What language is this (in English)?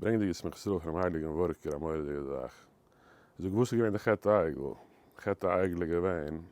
Yiddish